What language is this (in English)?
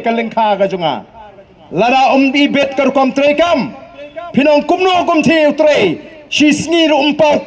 Khasi